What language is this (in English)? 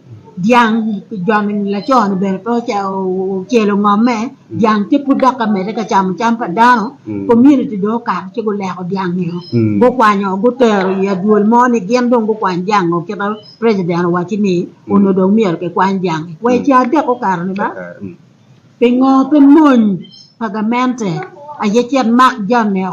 Acoli